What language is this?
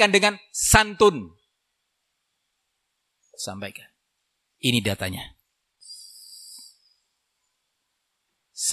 Indonesian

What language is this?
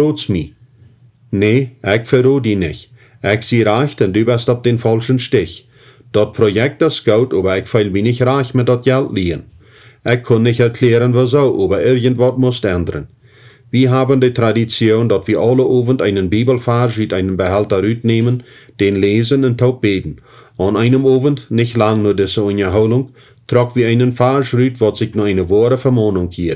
Plautdietsch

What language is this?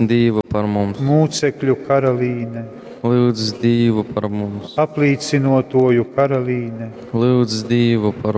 Latgalian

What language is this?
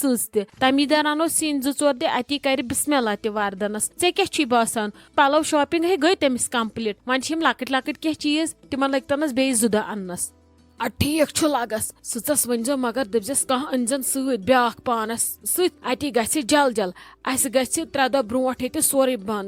Kashmiri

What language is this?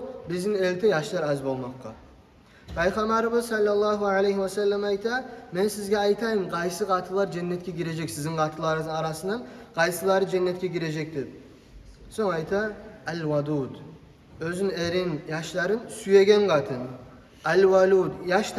Kumyk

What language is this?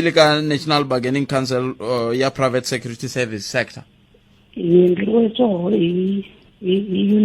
Tsonga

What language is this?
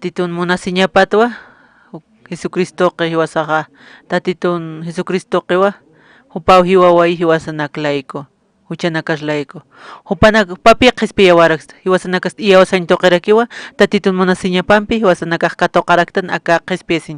Aymara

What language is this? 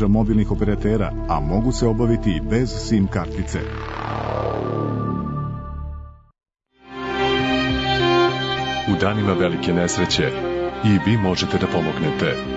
Serbian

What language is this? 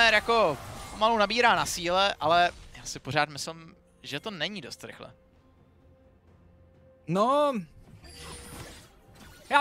Czech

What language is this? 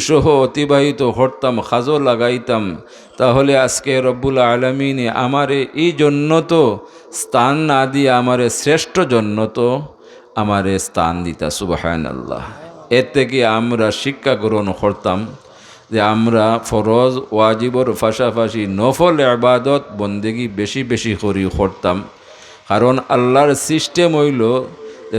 Sylheti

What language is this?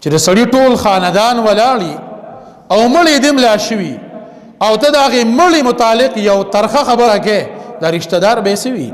Pashto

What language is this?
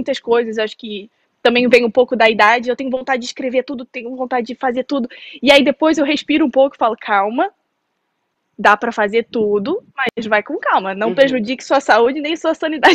Portuguese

